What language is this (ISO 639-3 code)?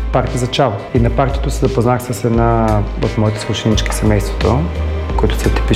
bul